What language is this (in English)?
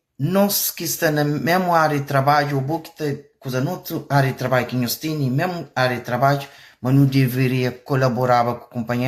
Kabuverdianu